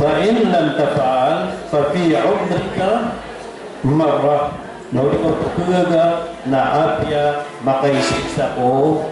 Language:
Maranao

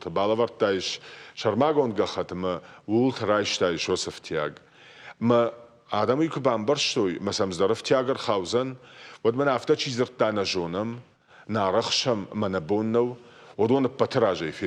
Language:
Ossetic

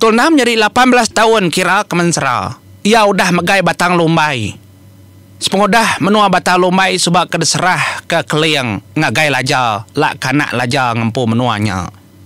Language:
Iban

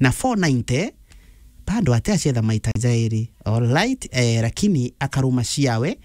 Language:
Meru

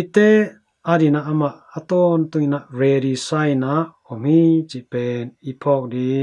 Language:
Tedim Chin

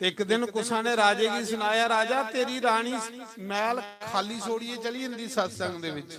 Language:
Dogri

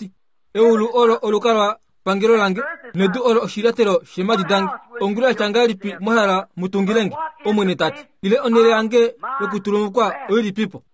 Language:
Kuanyama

